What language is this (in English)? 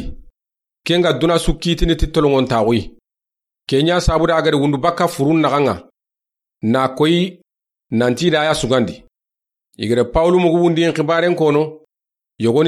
Soninke